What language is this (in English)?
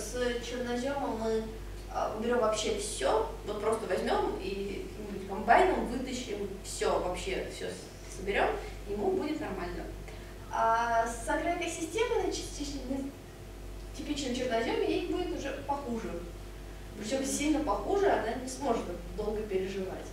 Russian